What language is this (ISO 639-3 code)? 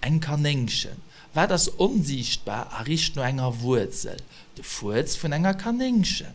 ltz